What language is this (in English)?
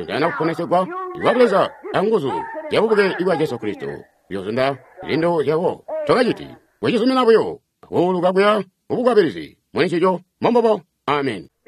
Tonga (Zambia)